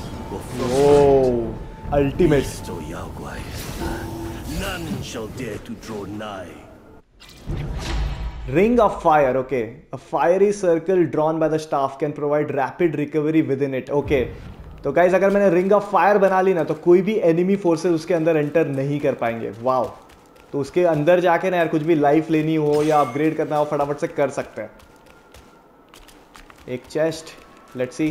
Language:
Hindi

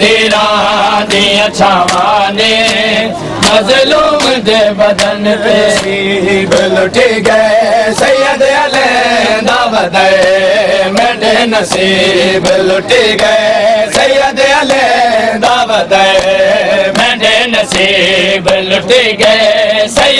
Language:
Saraiki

